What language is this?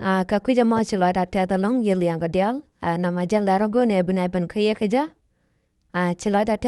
Nuer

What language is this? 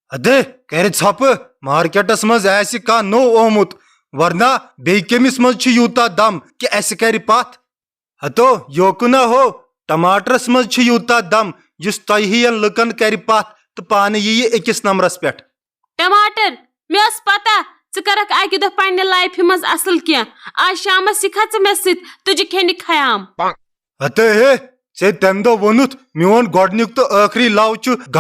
Kashmiri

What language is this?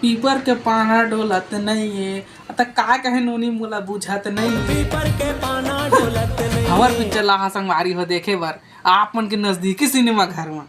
Chhattisgarhi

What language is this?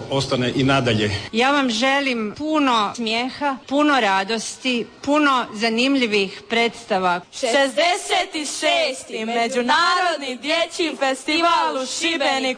Croatian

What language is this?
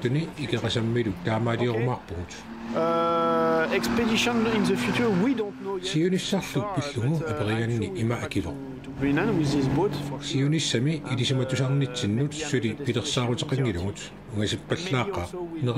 Kalaallisut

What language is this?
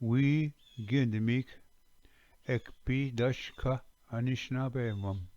Ojibwa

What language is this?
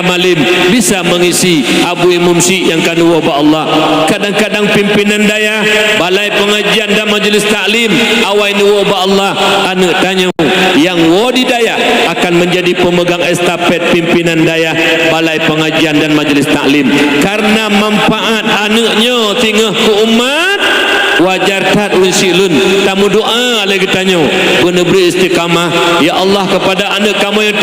Achinese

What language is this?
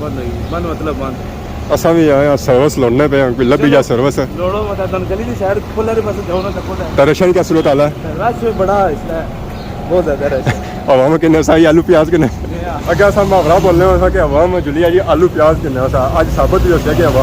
Pahari-Potwari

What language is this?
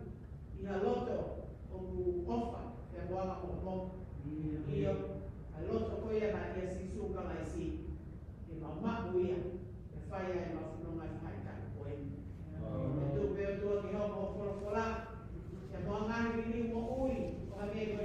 Tongan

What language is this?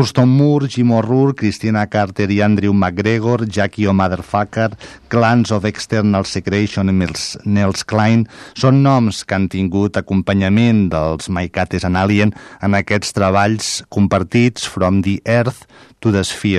Catalan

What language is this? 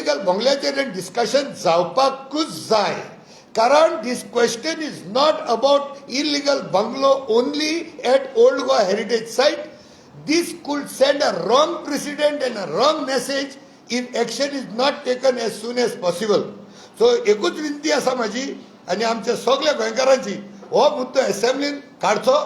Konkani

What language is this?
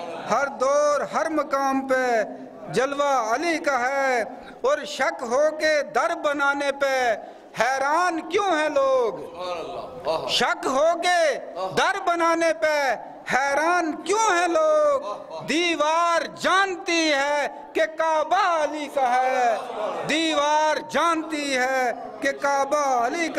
Urdu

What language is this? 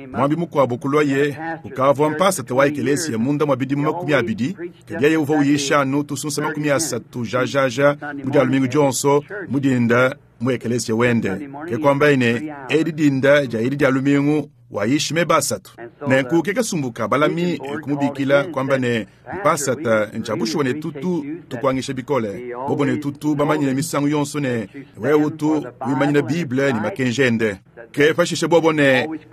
Luba-Lulua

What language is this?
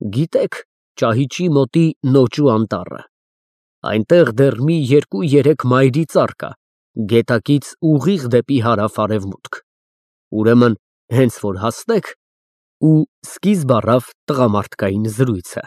Armenian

